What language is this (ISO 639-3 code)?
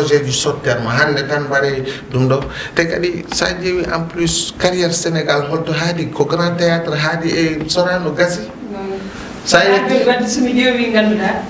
ful